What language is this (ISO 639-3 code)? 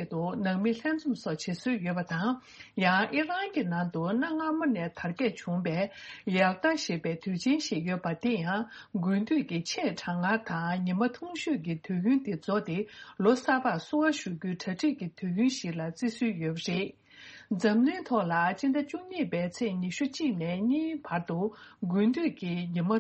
bod